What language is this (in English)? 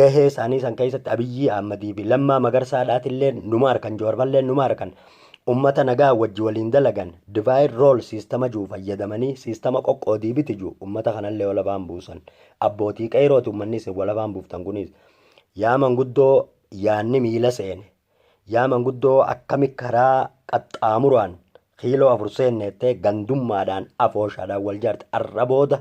Oromo